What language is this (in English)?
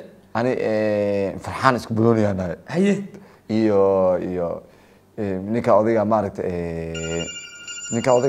Somali